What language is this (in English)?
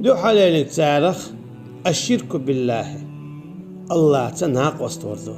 Chechen